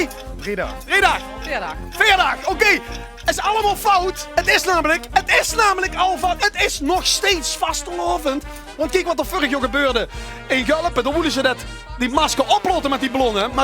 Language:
Limburgish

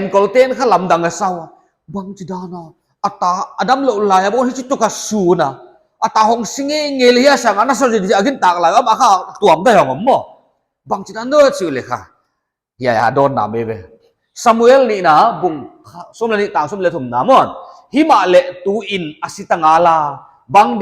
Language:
Paite Chin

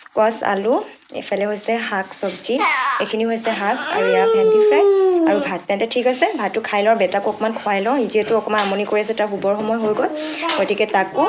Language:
Assamese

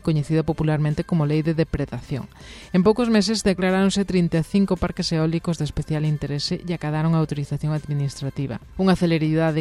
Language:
Galician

